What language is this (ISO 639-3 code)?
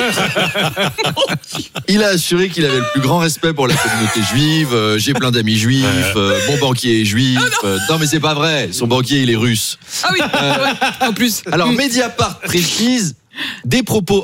fra